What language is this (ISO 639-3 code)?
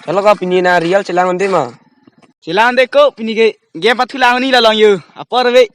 mjw